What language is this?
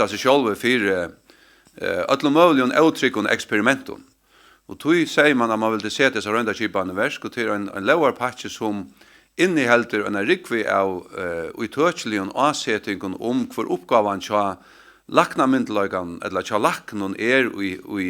Faroese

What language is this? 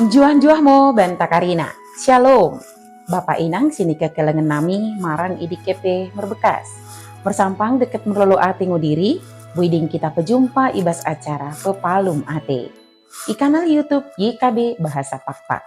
Batak Dairi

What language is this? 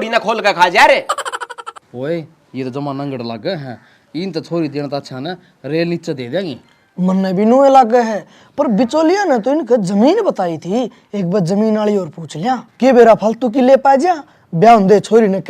Haryanvi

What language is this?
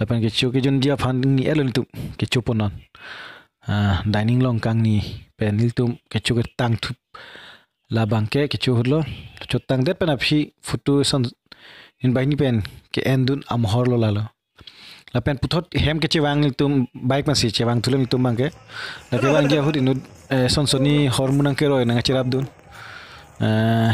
Karbi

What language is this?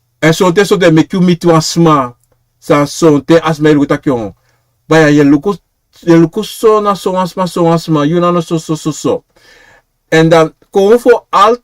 Sranan Tongo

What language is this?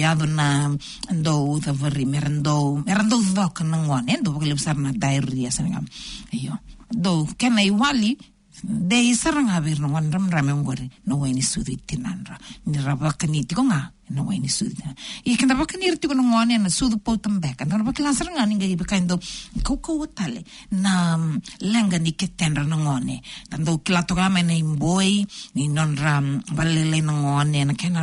Fijian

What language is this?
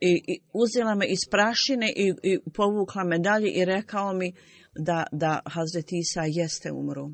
Bosnian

